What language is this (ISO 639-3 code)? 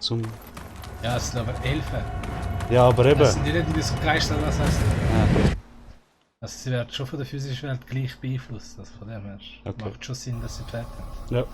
gsw